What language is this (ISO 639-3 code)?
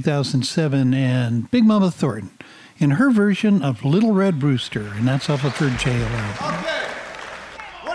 eng